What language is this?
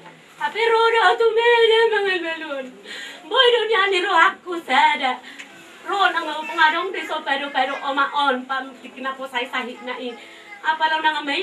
Batak Toba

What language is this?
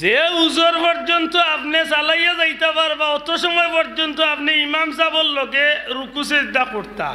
Sylheti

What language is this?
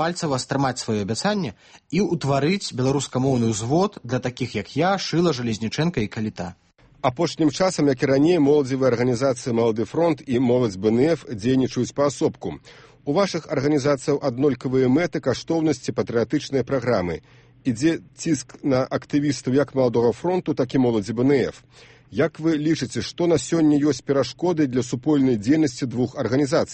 Belarusian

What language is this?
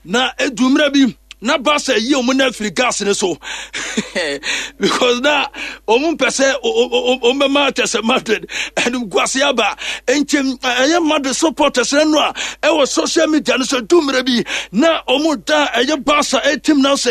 Akan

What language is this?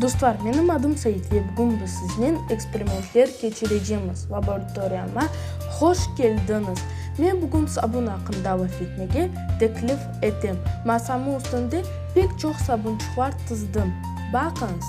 Crimean Tatar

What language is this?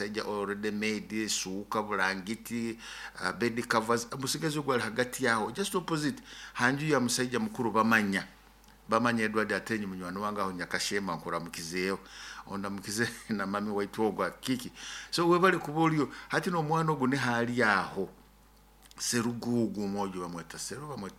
Nyoro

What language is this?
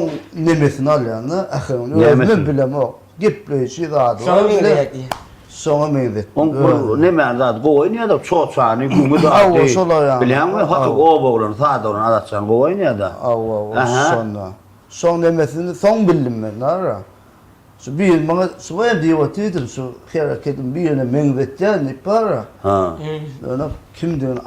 Turkmen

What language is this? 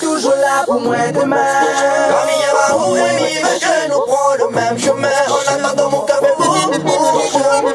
Réunion Creole French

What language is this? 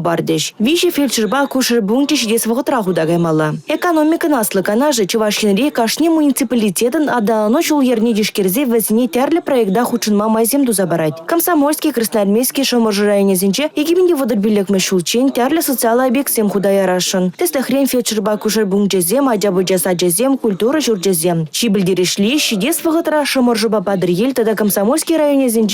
Chuvash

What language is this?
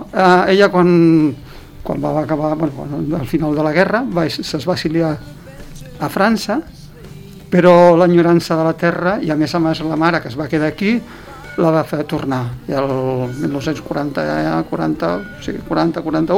Catalan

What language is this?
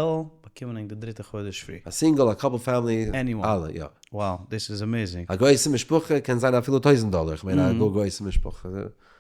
Yiddish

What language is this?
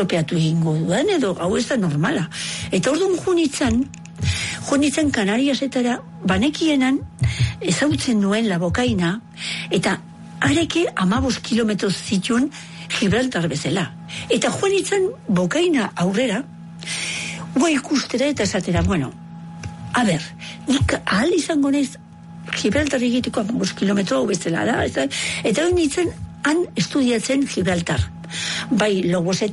Basque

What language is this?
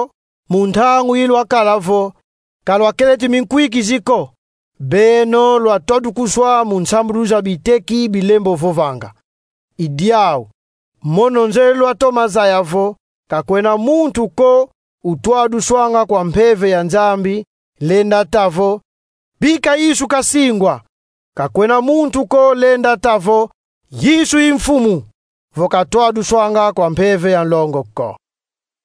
Kongo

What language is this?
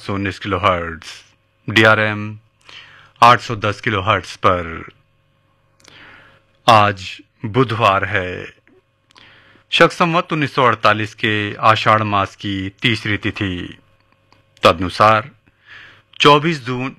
Hindi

